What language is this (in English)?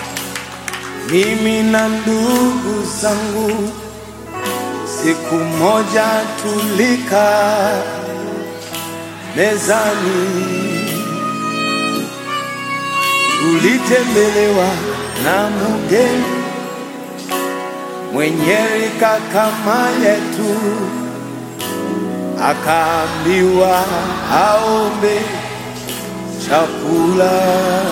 Swahili